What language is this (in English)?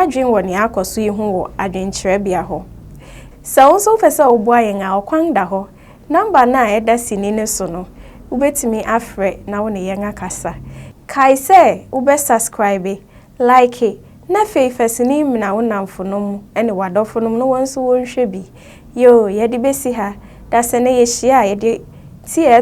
Akan